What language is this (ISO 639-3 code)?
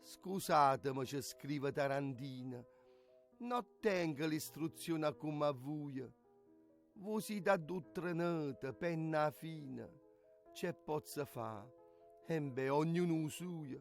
nap